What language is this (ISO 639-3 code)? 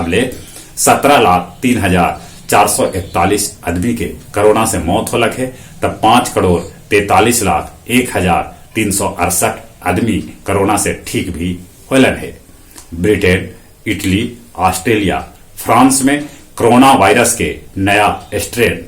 mag